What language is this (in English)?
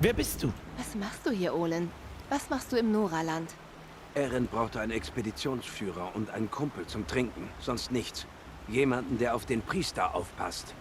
Bavarian